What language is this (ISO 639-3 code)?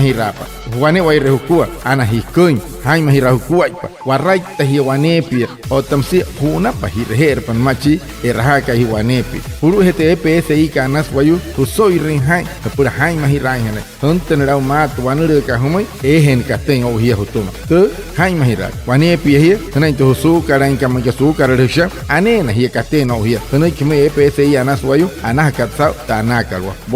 guc